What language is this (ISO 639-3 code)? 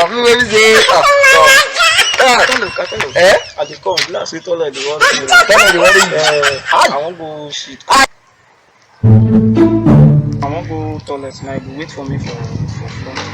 pcm